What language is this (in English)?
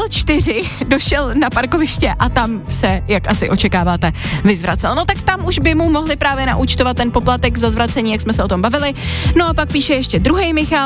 Czech